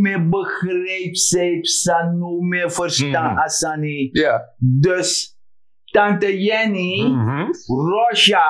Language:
Sranan Tongo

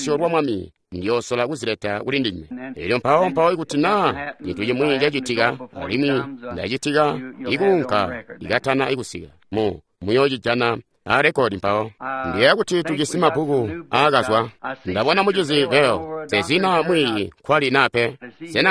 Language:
Tonga (Zambia)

